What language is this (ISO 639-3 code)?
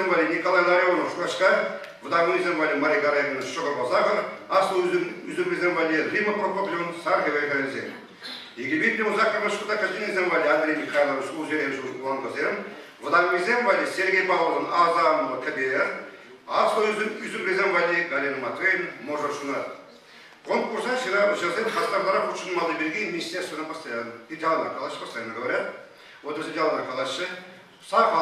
chv